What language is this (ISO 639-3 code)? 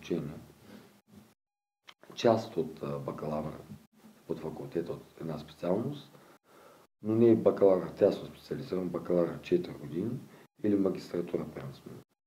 bul